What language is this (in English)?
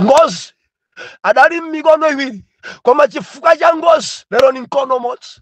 Nyanja